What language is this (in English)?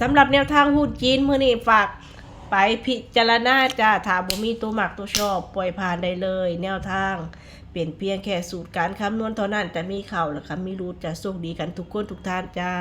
Northeastern Thai